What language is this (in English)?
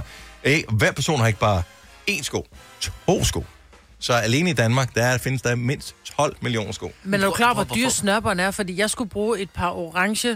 Danish